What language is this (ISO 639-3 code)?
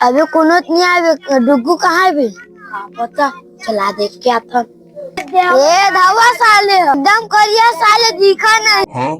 hne